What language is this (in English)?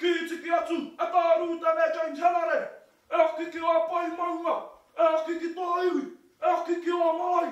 Māori